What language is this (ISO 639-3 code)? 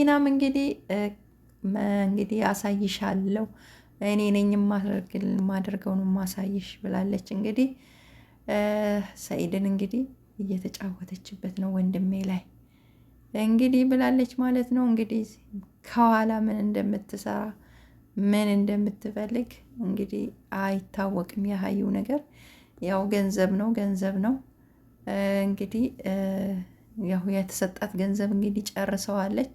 amh